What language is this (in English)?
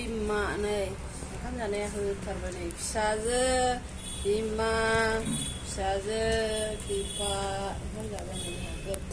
Bodo